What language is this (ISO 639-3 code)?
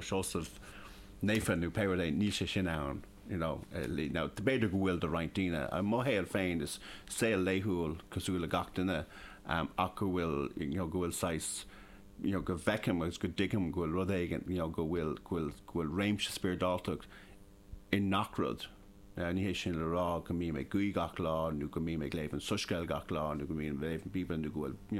gle